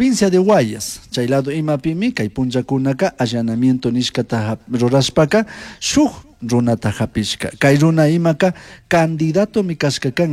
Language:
Chimborazo Highland Quichua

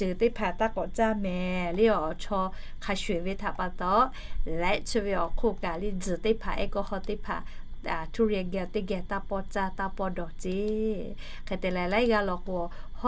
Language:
Lahu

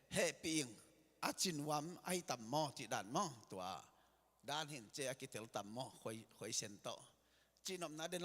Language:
Tedim Chin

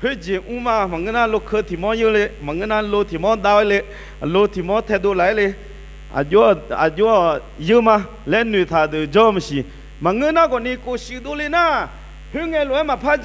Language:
Akha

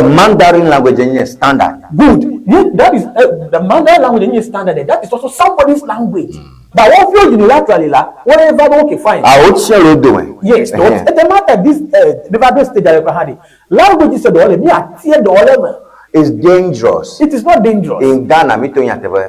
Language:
Ewe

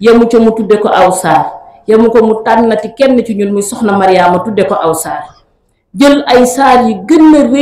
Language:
Wolof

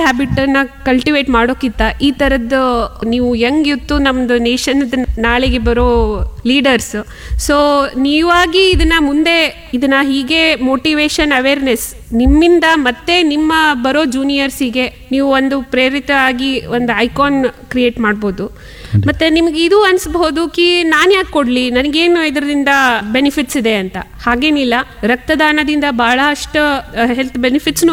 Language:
Kannada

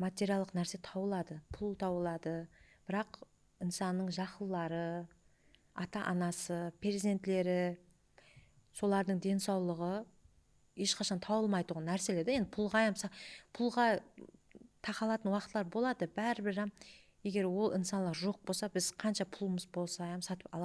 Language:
Kara-Kalpak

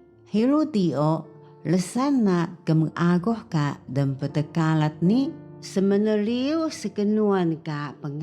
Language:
Taroko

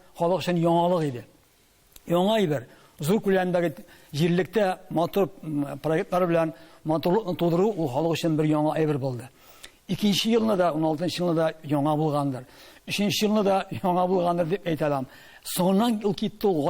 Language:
Tatar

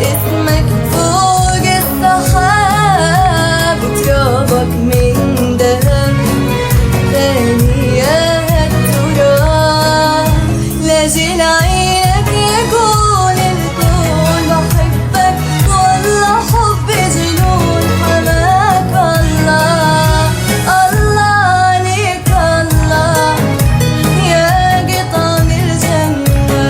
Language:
North Levantine Arabic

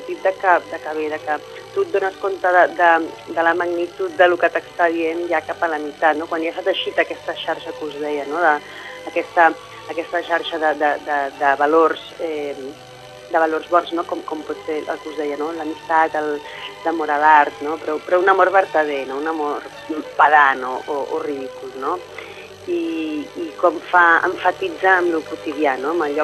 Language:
Catalan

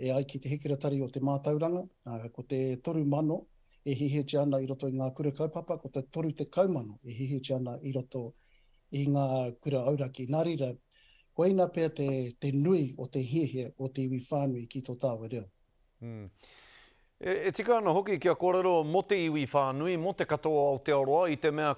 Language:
Māori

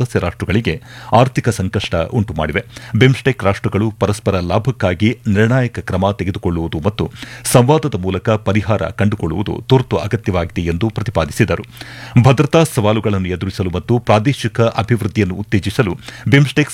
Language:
Kannada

